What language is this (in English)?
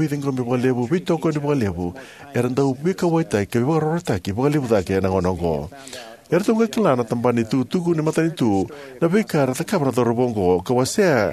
Fijian